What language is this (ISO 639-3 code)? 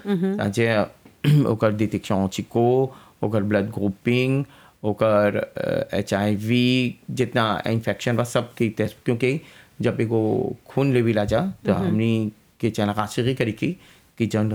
bho